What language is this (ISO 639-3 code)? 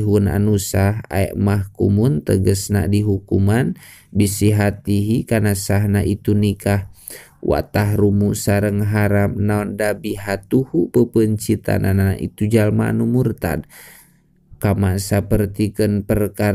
sun